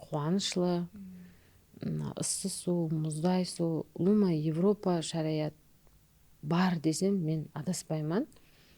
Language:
Kara-Kalpak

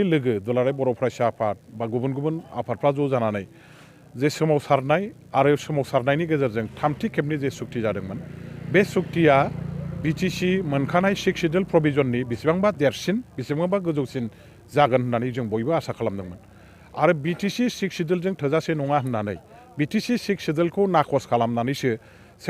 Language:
Bodo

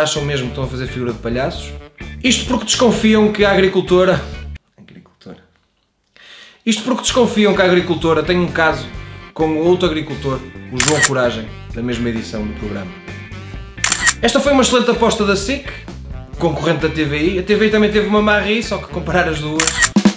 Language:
Portuguese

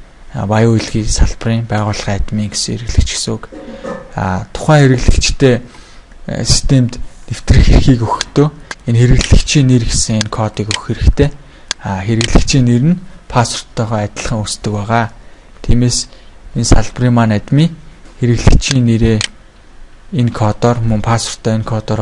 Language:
Mongolian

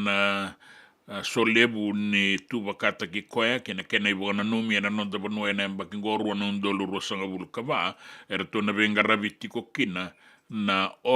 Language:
Fijian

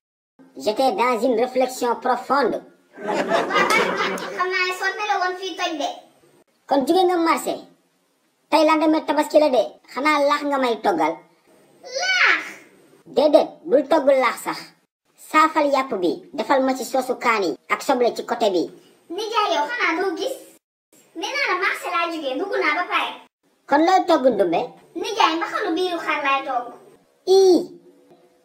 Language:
Wolof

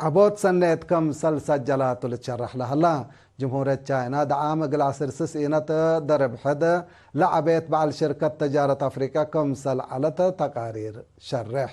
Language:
Tigre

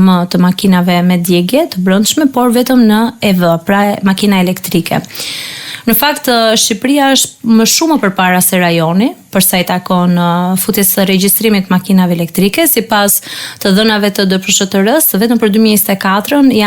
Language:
Albanian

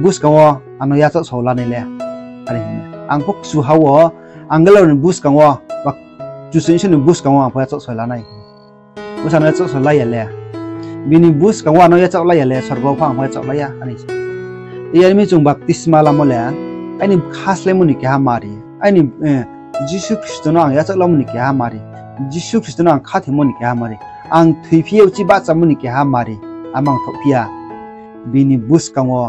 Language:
Riang (India)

